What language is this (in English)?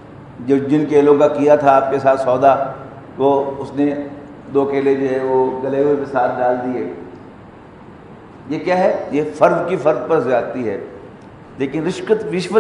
Urdu